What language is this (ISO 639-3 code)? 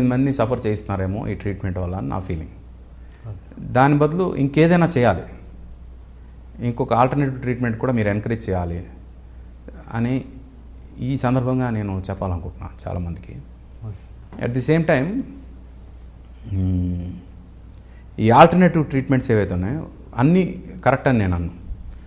tel